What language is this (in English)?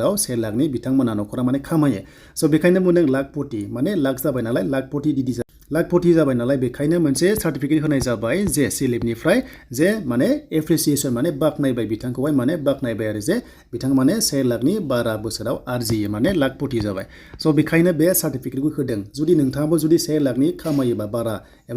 Bodo